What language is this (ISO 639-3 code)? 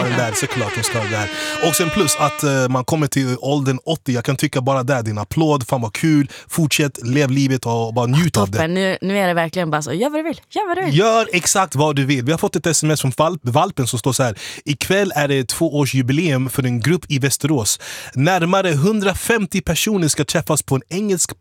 swe